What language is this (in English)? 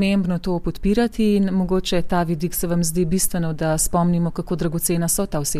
Slovenian